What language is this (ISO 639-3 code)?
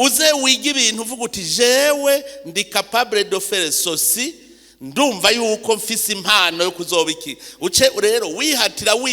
run